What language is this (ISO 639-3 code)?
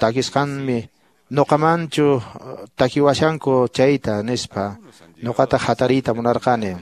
que